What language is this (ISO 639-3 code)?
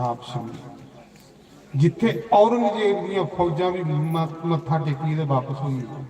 doi